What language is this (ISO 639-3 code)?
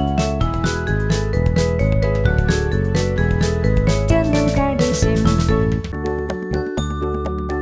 tur